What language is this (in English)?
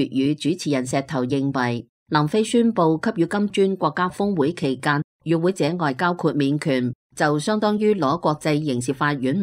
Cantonese